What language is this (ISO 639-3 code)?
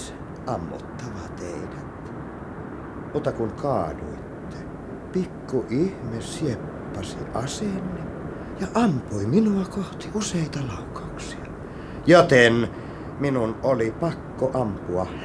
fin